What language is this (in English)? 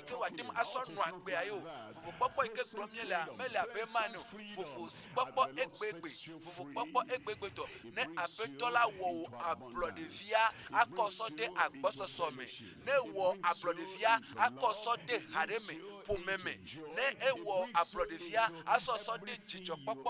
Ewe